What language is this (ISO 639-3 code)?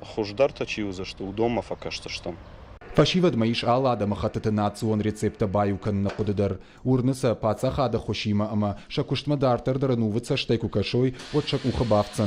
oss